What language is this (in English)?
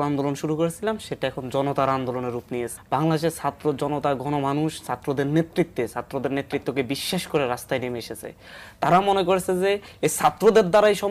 Bangla